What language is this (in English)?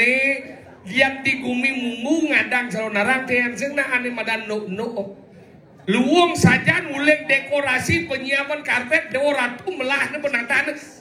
Balinese